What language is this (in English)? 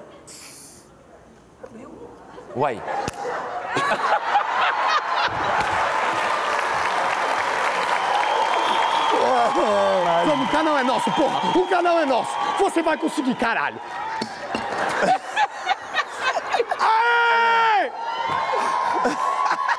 Portuguese